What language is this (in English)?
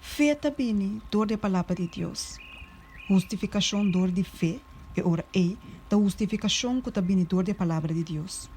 Papiamento